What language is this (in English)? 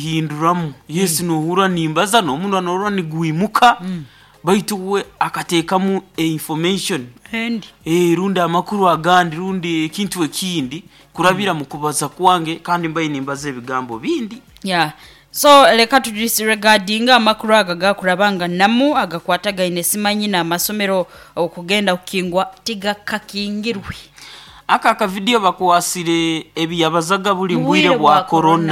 Nyoro